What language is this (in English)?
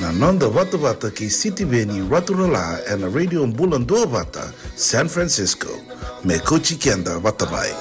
Fijian